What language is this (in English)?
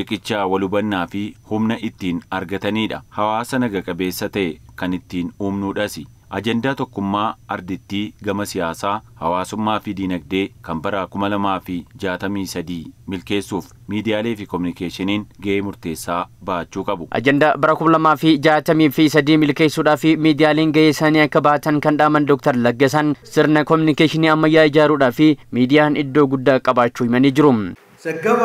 Oromo